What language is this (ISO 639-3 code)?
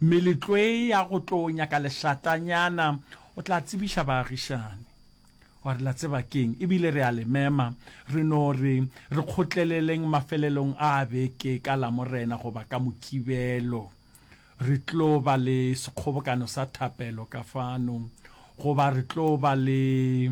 nso